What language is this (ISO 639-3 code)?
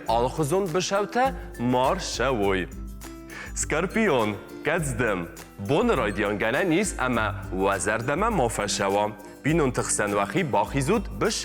oss